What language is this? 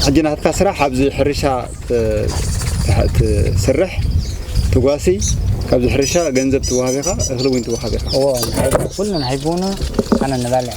Tigrinya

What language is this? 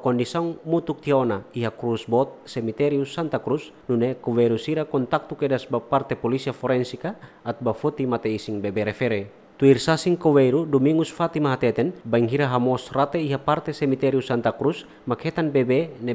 Tetum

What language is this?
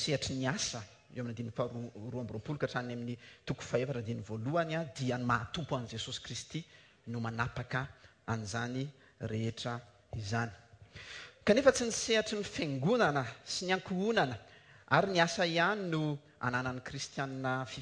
Malagasy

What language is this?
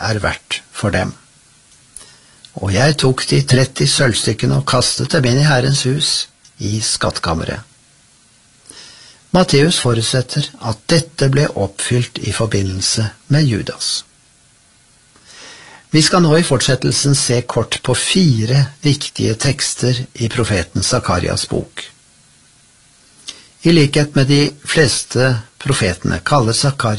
Norwegian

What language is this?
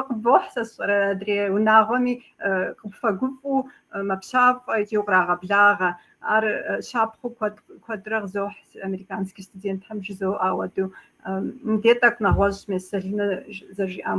Kabardian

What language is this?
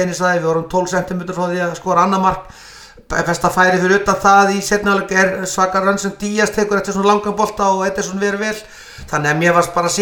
Icelandic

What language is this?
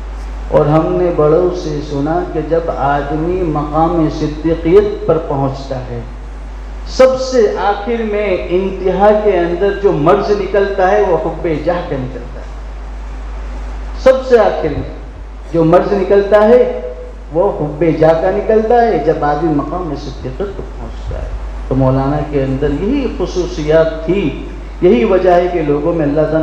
Urdu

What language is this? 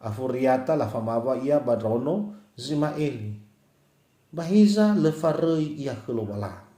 Nias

